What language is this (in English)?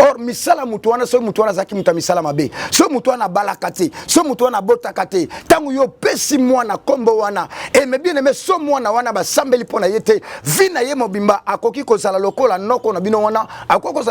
Lingala